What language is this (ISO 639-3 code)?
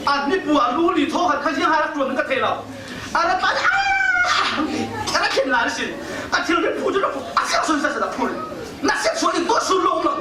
cfm